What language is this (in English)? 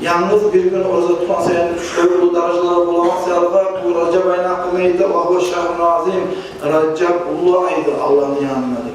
Kumyk